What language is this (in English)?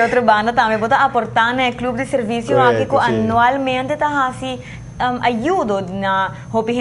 Papiamento